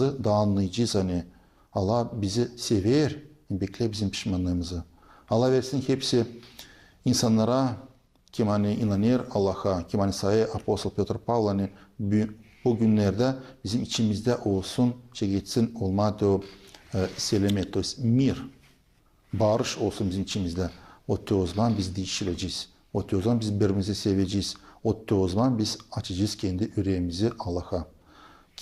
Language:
Gagauz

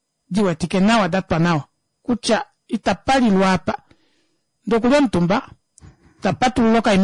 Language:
Kuanyama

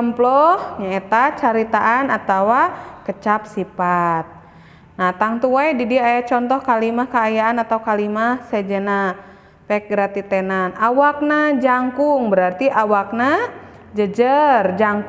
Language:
Sundanese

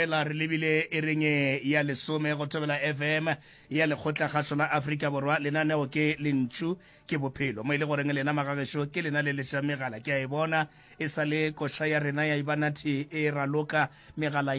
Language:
Northern Sotho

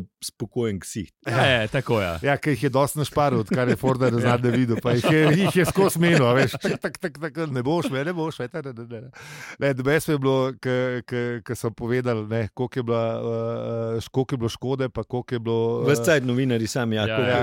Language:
Slovenian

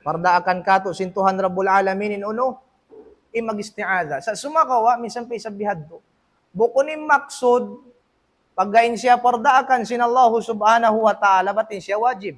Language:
Tausug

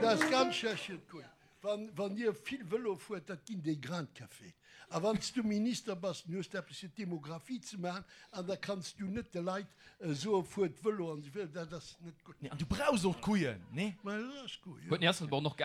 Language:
Luxembourgish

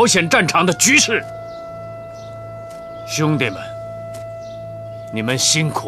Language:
Chinese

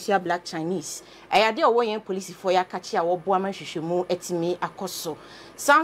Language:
Akan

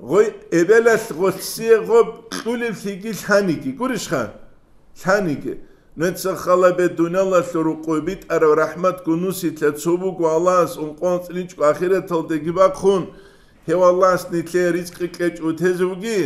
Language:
Avaric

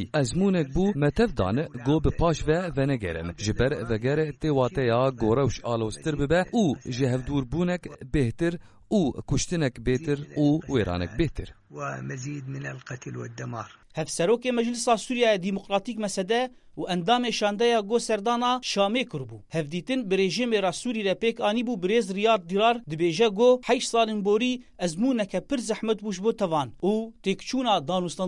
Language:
Kurdish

